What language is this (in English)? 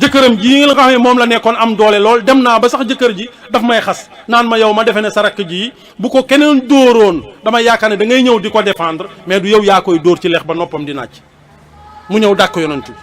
Wolof